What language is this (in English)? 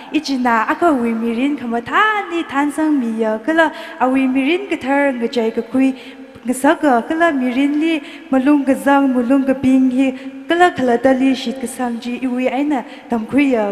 Tangkhul Naga (India)